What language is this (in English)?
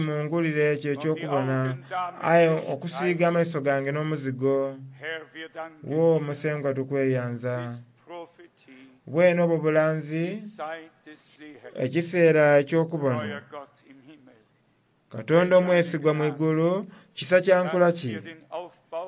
Soga